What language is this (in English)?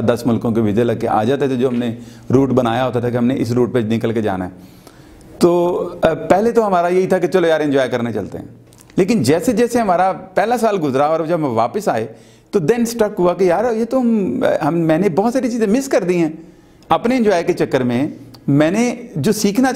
Urdu